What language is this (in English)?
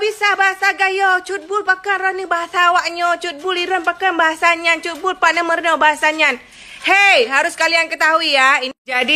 Achinese